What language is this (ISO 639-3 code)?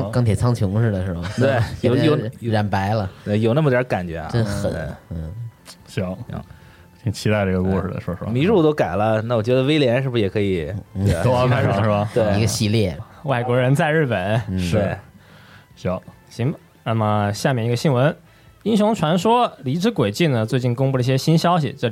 zho